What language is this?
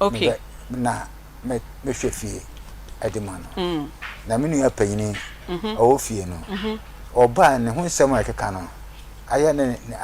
Akan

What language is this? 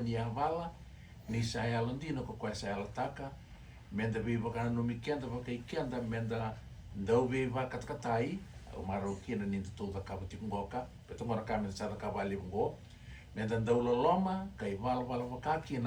Fijian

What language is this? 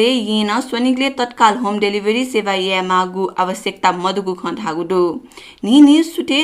Newari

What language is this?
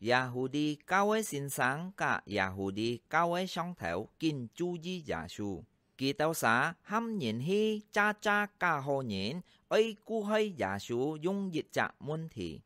Hakka Chinese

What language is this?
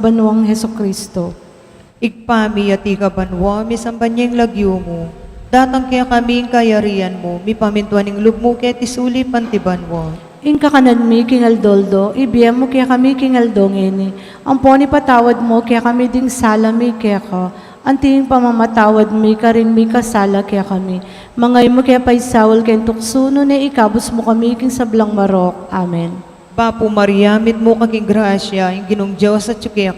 Pampanga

